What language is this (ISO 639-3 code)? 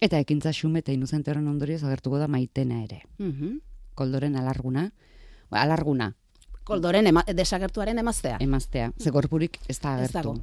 eus